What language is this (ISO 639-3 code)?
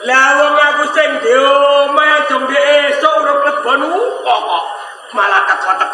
jav